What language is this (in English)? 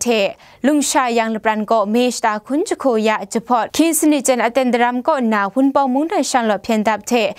Kachin